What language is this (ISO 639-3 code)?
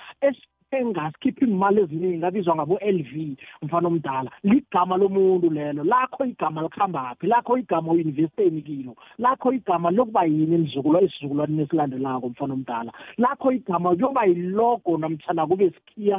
nbl